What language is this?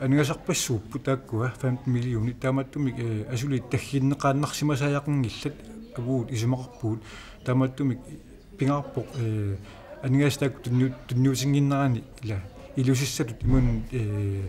Kalaallisut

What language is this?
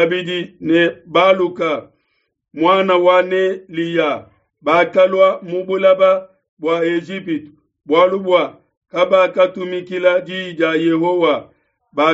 Luba-Lulua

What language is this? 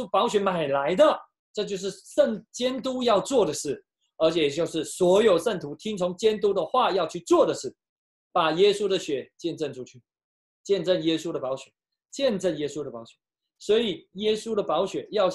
Chinese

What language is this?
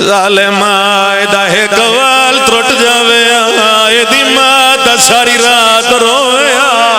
Pahari-Potwari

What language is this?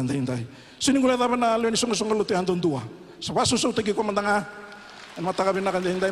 Fijian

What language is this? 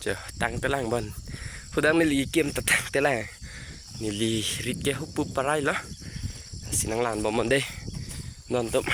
Karbi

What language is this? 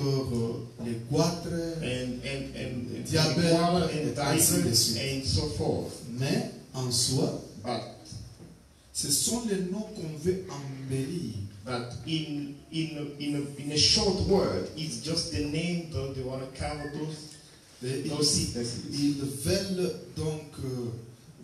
French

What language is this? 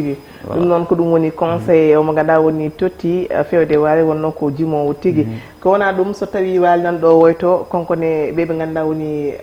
Fula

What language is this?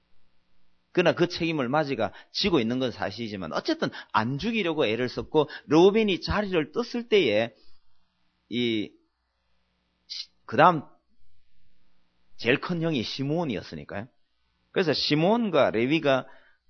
Korean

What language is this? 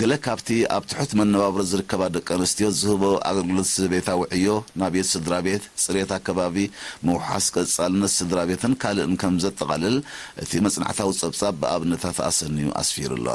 Tigrinya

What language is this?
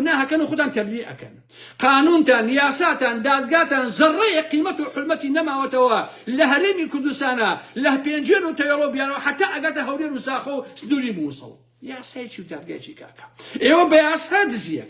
Central Kurdish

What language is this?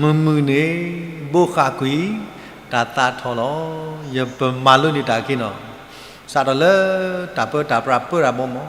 S'gaw Karen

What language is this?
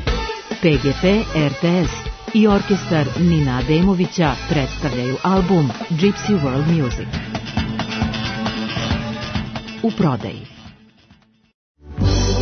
Serbian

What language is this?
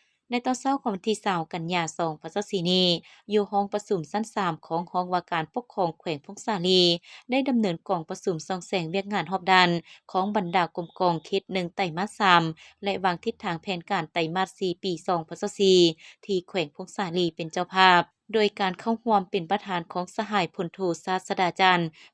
Lao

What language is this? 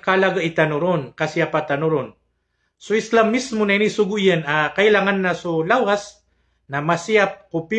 Maranao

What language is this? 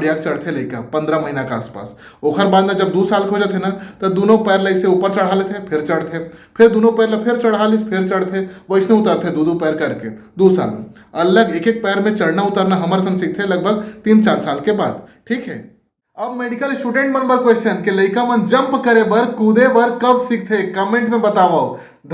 Chhattisgarhi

